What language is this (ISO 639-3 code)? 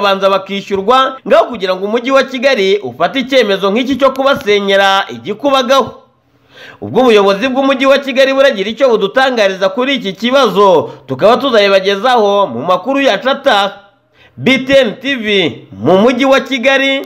kin